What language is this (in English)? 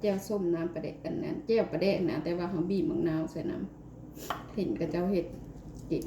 Lao